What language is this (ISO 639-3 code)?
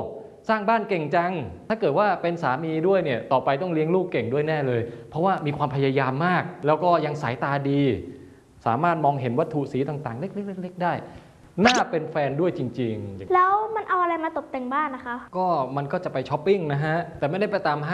tha